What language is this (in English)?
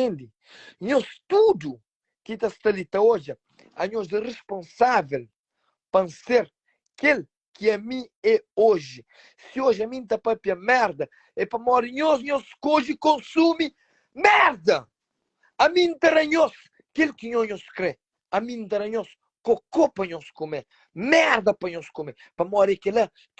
Kabuverdianu